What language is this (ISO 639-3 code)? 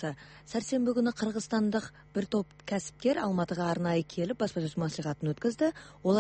kaz